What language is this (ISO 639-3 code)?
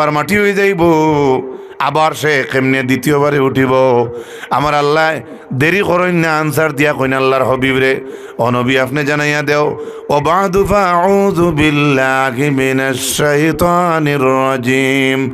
syl